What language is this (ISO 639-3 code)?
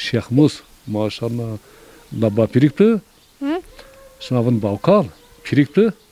zza